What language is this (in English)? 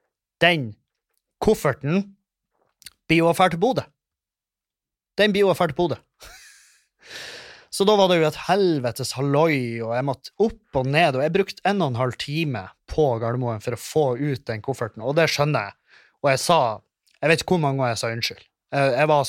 Norwegian